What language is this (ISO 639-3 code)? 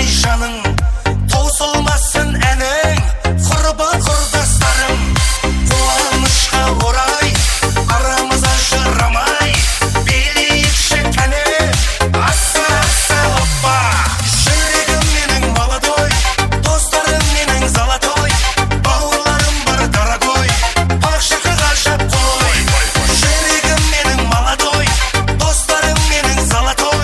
kaa